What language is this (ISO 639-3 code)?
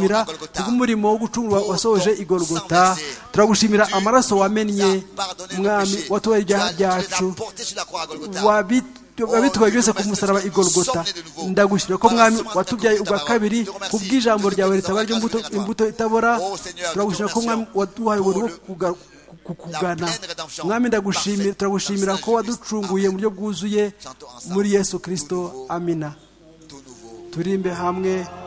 kin